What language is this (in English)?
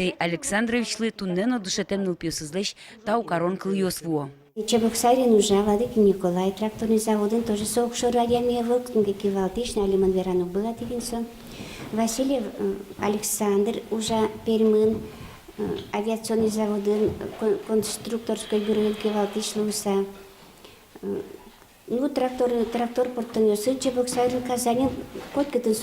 Udmurt